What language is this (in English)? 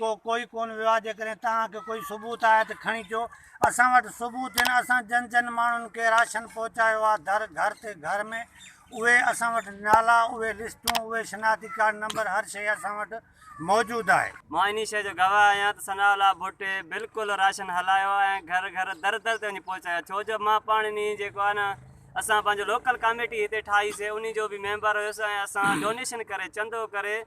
Sindhi